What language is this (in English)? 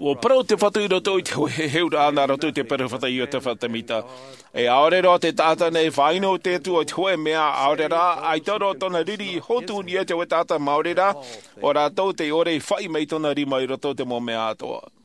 Tahitian